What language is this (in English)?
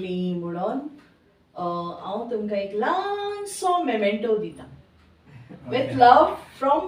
Konkani